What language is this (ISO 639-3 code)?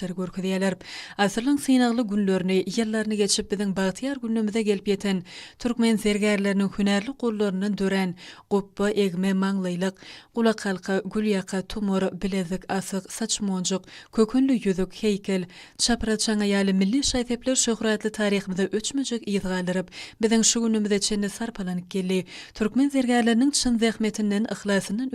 tuk